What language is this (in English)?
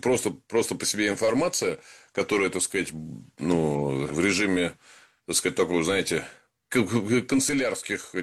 Russian